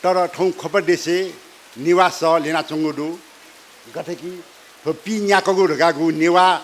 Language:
Newari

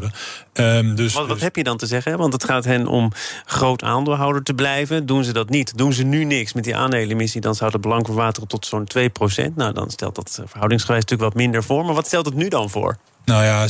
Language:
Dutch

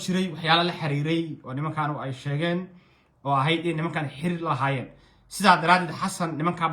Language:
Somali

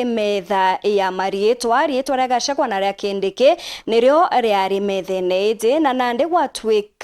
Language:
Meru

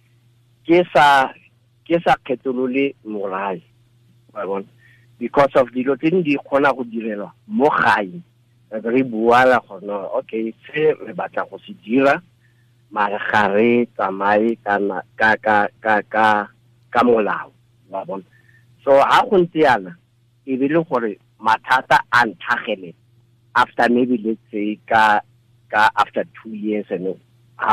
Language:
Tswana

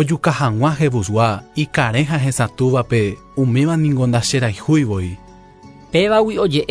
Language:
Guarani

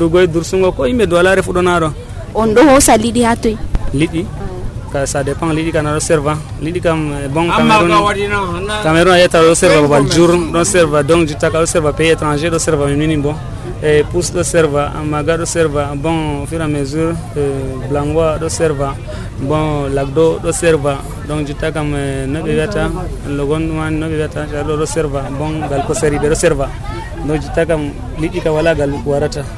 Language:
Nigerian Fulfulde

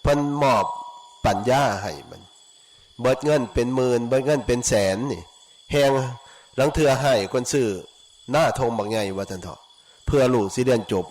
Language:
Northeastern Thai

